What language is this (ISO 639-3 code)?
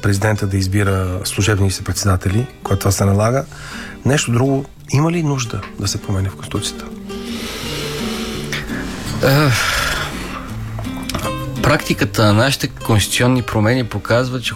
bul